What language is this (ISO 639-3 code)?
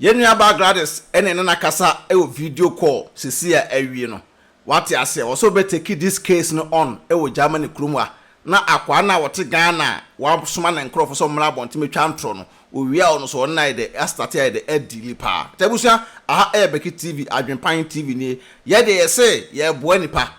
aka